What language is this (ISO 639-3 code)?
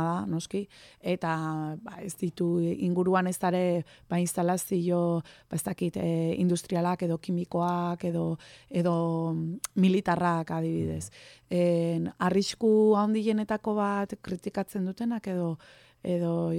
eus